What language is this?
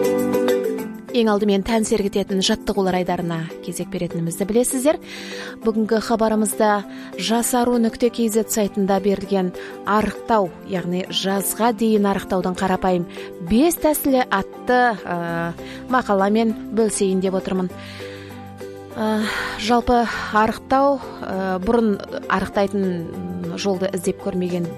Kazakh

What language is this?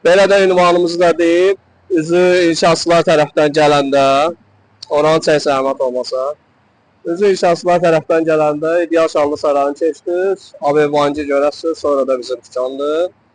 Azerbaijani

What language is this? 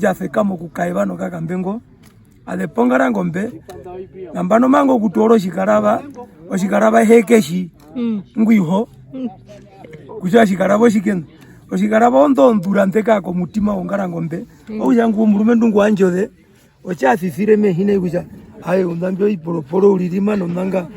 Herero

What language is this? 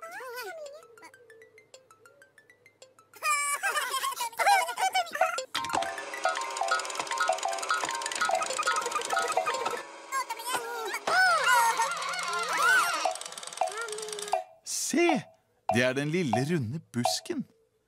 Norwegian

